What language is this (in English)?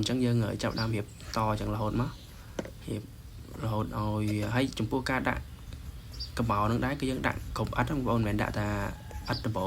Khmer